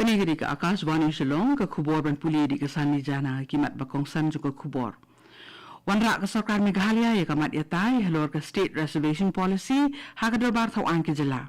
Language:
Khasi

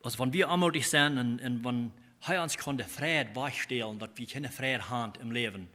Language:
Plautdietsch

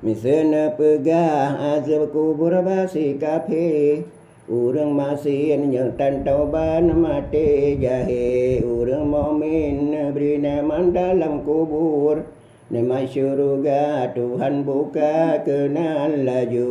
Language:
Achinese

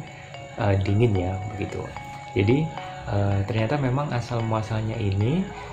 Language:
Indonesian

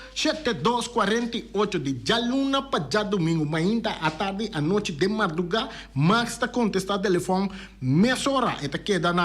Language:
Papiamento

